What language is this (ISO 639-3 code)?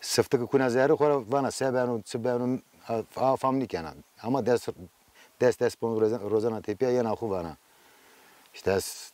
zza